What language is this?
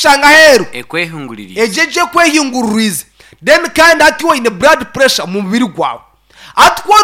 Nyankole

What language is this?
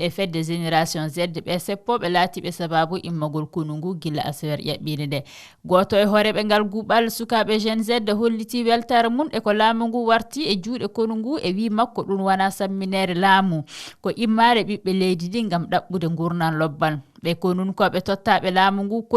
Fula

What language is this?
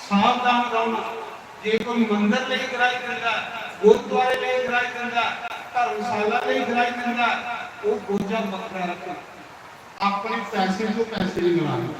Dogri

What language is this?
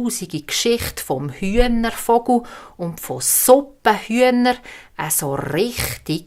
Swiss German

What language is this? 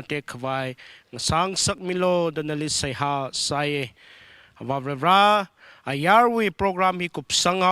Tangkhul Naga (India)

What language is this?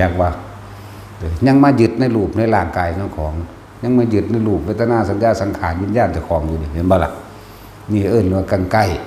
Northeastern Thai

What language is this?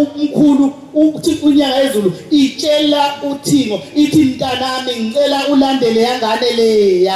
Zulu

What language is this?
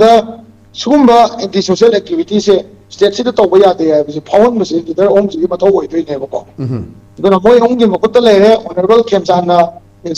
Manipuri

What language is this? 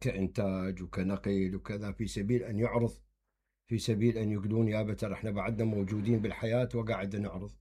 Mesopotamian Arabic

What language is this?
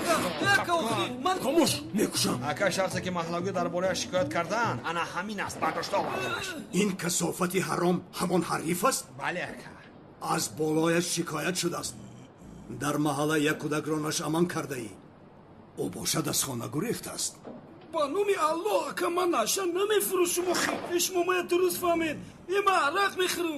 Tajik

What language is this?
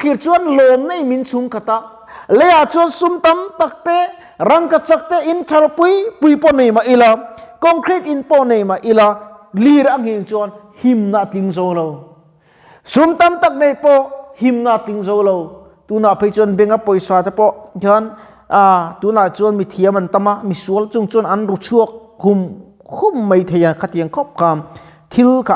Mizo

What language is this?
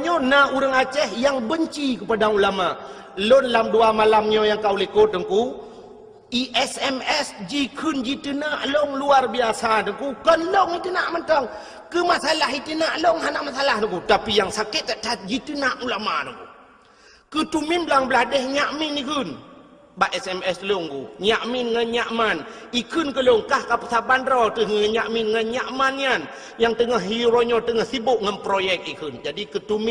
Achinese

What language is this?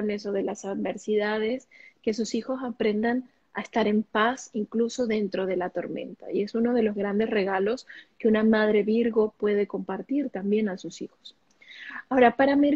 Spanish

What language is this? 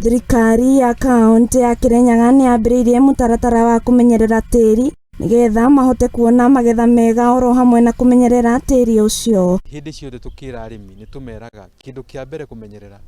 Kikuyu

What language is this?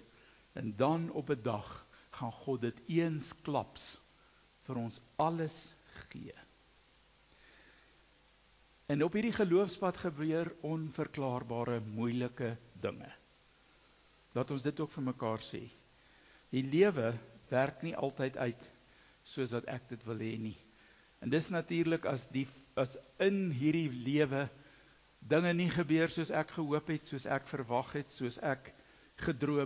Afrikaans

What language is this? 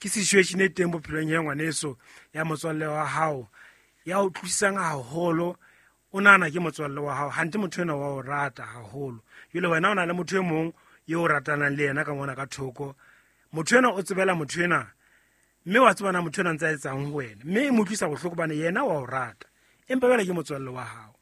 Southern Sotho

